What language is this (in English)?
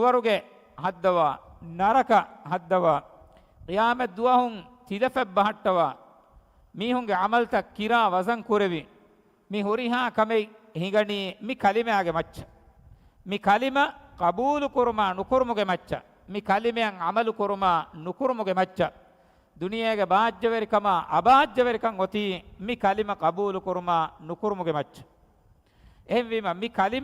Divehi